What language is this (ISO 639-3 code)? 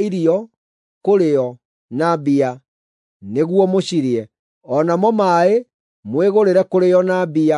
kik